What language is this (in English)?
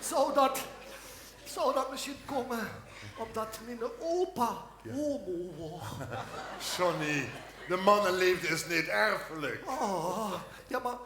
Limburgish